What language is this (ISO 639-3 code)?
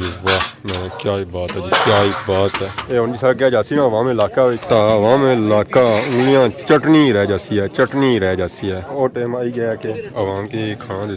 phr